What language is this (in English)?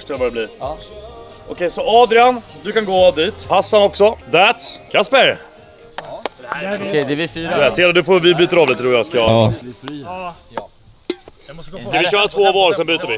Swedish